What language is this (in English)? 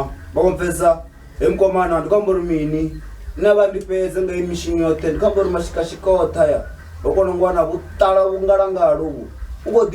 Venda